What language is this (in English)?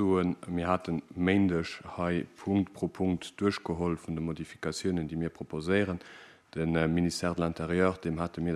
Luxembourgish